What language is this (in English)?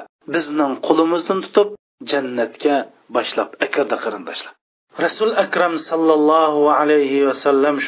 Uyghur